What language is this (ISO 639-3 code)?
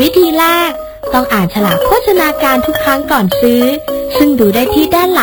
tha